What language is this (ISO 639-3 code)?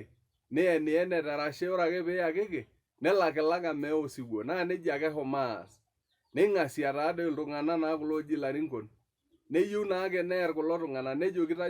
mas